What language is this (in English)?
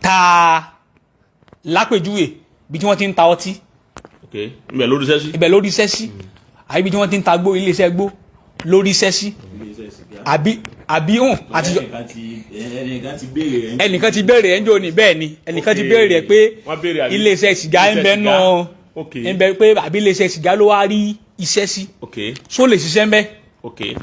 Yoruba